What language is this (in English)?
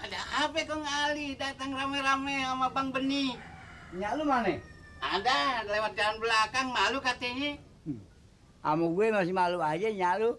Betawi